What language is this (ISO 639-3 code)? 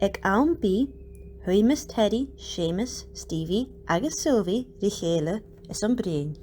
gla